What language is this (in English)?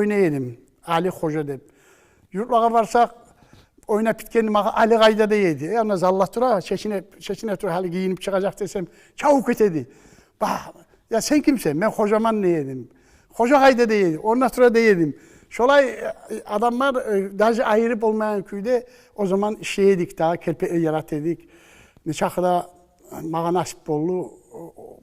Kumyk